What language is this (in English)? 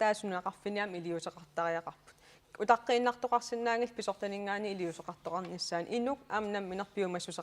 Kalaallisut